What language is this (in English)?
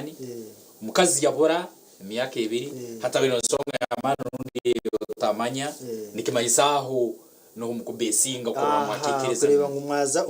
Nyankole